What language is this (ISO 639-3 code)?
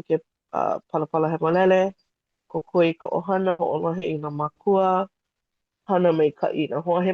haw